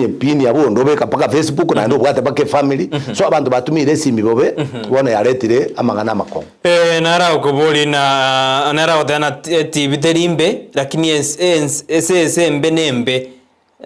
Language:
Gusii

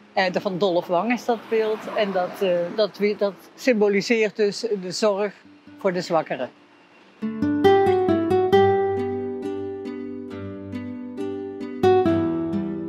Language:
Dutch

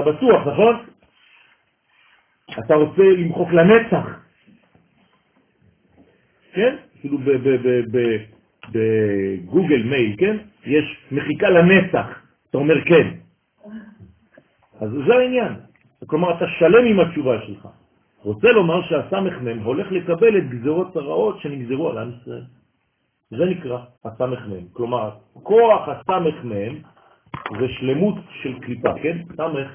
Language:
Hebrew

